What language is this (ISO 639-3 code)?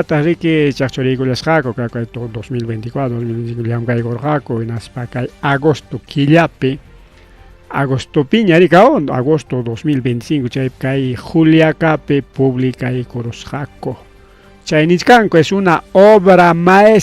quy